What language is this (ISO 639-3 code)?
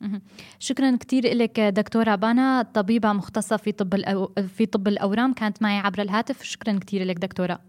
apc